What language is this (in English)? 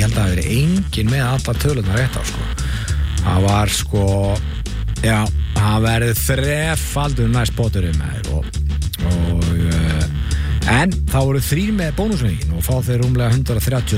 Icelandic